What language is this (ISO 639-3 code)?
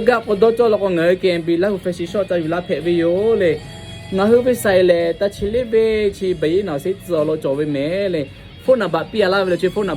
lhu